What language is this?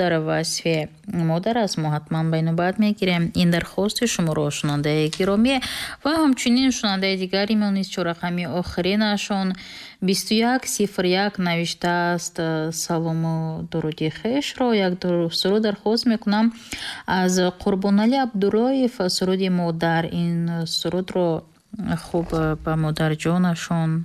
Tajik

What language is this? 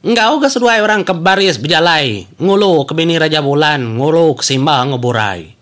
Iban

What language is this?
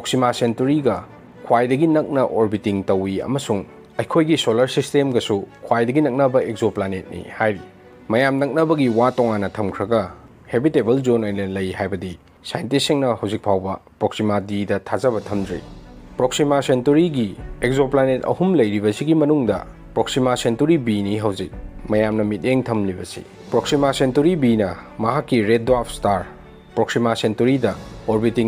Manipuri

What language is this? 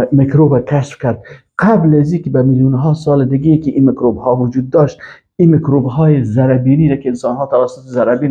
Persian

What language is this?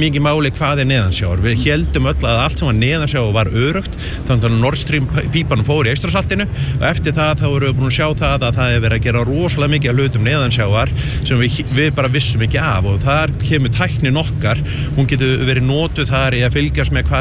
Icelandic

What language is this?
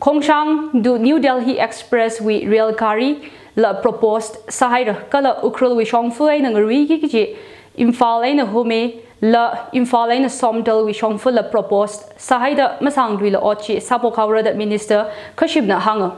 Tangkhul Naga (India)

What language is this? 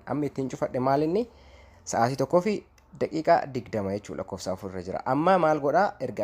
Oromo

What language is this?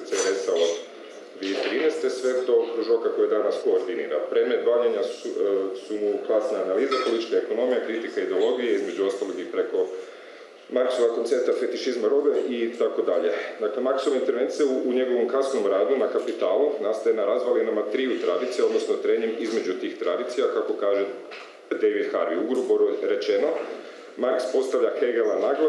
Croatian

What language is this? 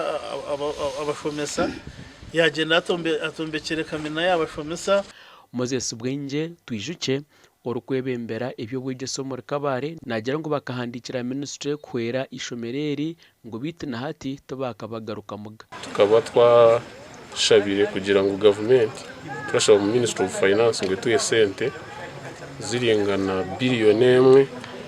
Nyankole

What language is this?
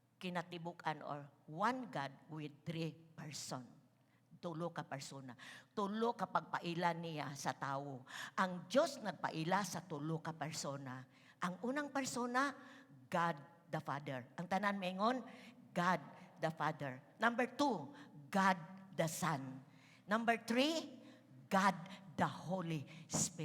Cebuano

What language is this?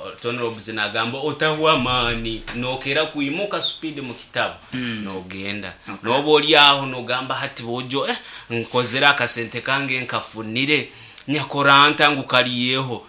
Nyankole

